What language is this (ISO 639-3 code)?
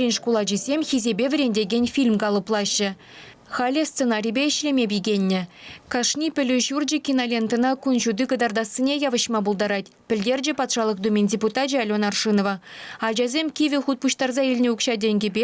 chv